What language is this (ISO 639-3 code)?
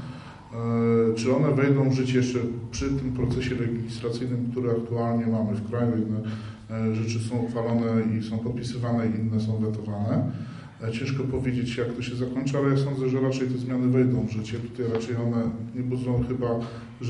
pol